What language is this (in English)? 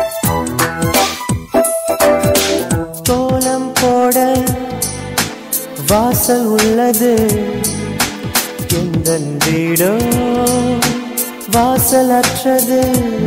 Tamil